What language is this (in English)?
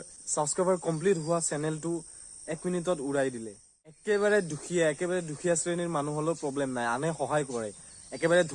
Assamese